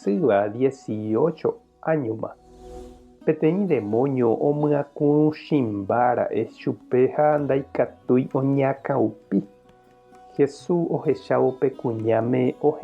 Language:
Guarani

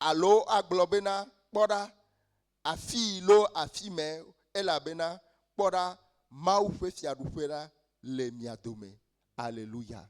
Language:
Ewe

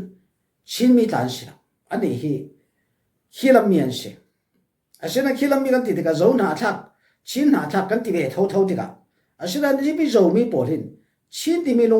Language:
Falam Chin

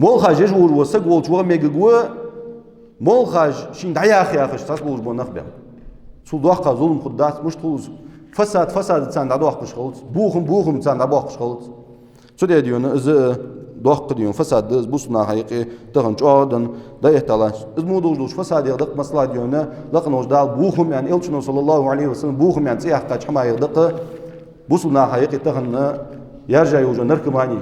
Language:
Ingush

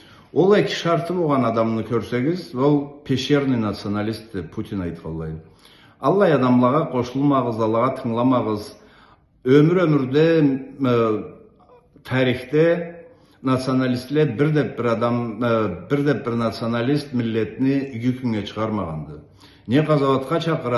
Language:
Karachay-Balkar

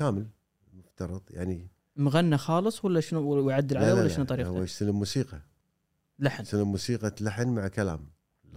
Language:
Gulf Arabic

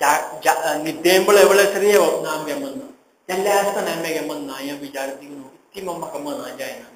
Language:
Konkani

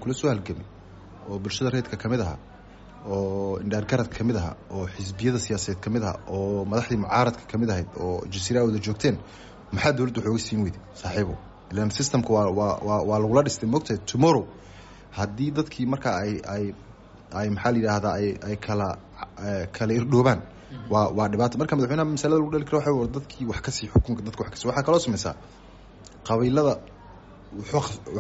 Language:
Somali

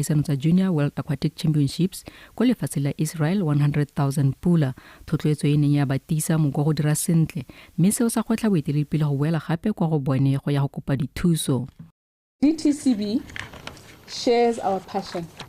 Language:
Tswana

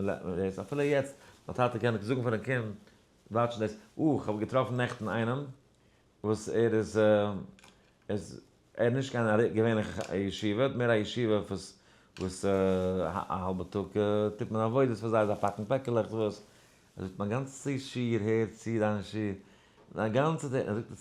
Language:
Yiddish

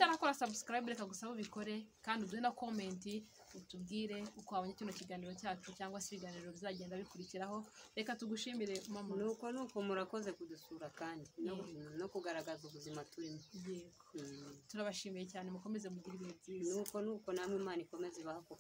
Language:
Kinyarwanda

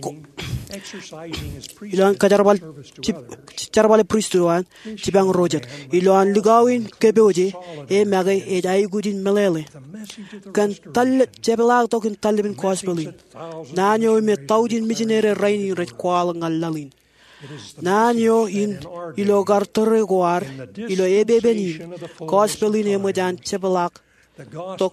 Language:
Marshallese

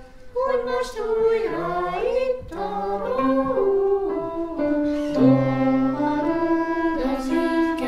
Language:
Hungarian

